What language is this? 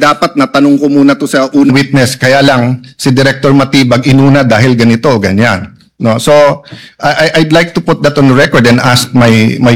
Filipino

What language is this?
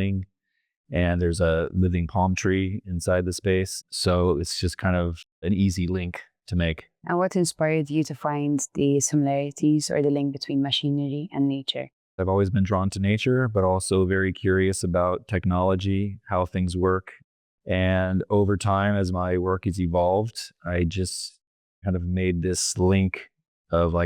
English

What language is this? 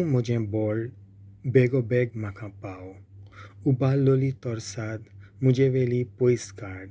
Konkani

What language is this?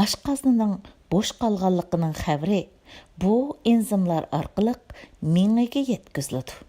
Uyghur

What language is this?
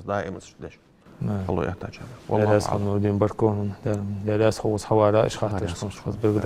Ingush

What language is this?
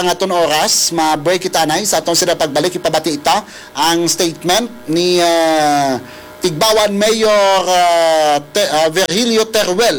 Hiligaynon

